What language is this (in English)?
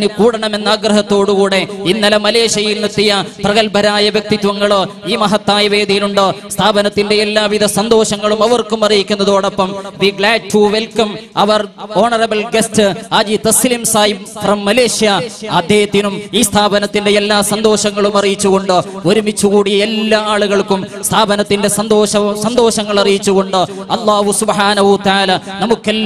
Malayalam